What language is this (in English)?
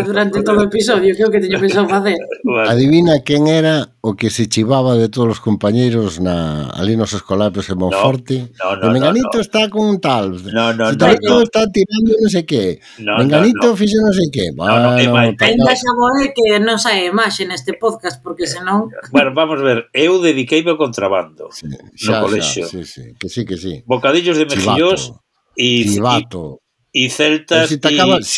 Galician